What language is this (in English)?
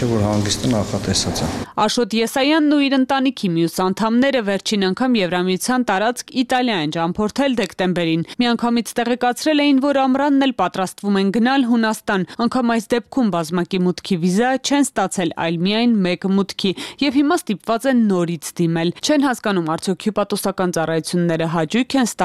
Armenian